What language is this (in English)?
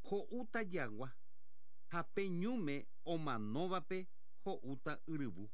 Guarani